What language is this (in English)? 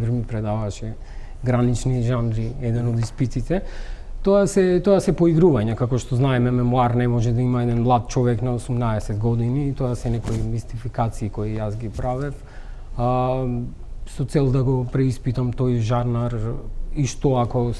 Macedonian